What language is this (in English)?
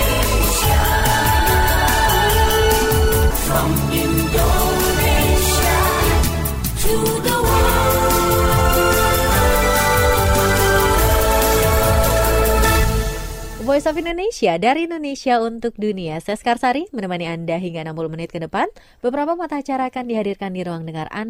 Indonesian